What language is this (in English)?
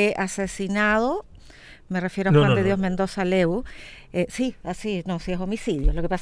Spanish